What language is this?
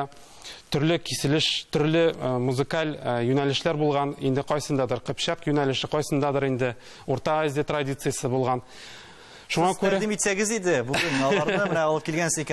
Tatar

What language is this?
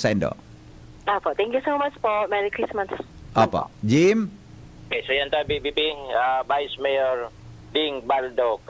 Bikol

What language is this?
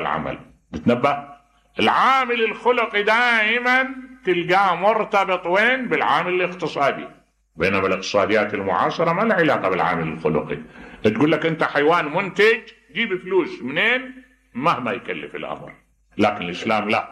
Mesopotamian Arabic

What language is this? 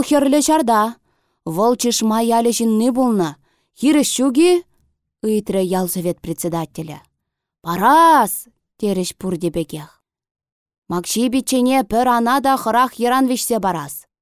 Chuvash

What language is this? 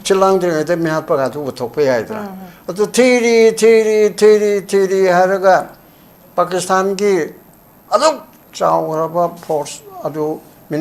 Manipuri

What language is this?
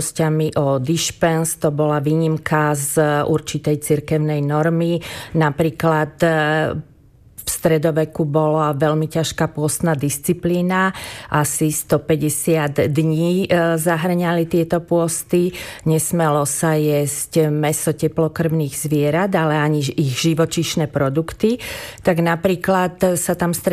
Slovak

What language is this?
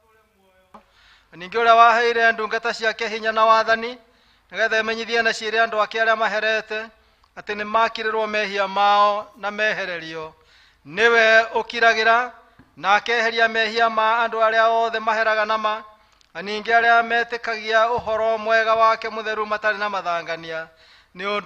Kikuyu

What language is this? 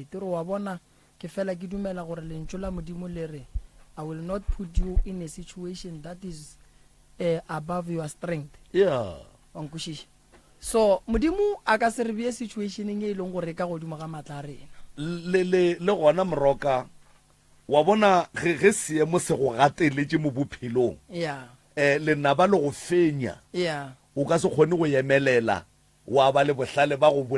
Northern Sotho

